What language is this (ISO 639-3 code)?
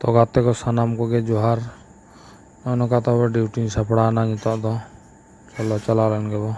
sat